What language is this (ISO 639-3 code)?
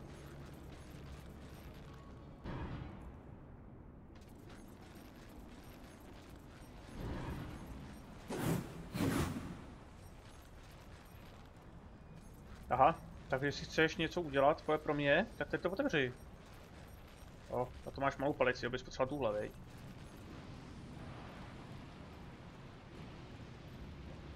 ces